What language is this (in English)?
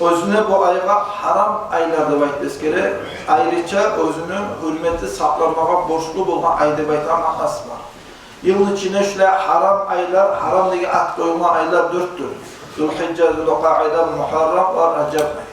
Kumyk